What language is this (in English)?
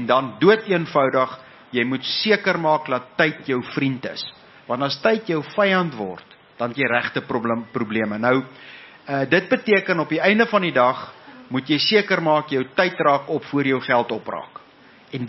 Afrikaans